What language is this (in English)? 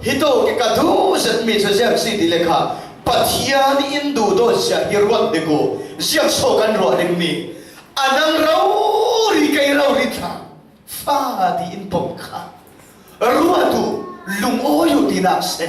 Falam Chin